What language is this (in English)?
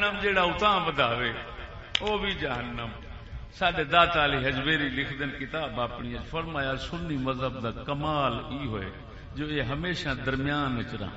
Saraiki